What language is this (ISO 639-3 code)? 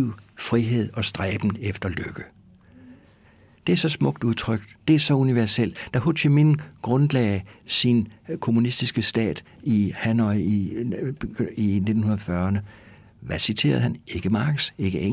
dan